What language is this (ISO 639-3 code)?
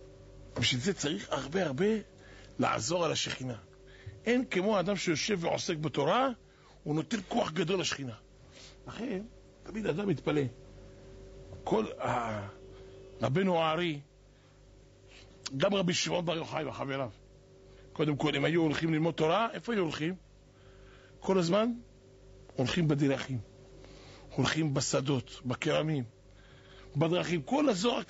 heb